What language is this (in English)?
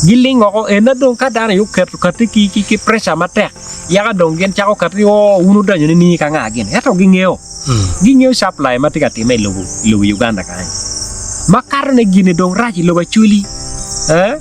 Acoli